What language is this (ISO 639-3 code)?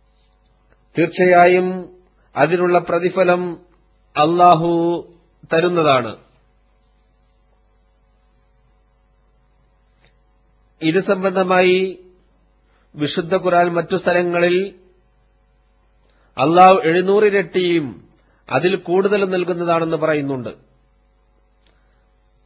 mal